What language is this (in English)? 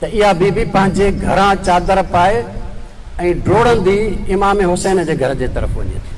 Sindhi